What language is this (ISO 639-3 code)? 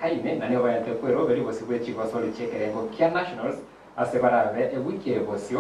guz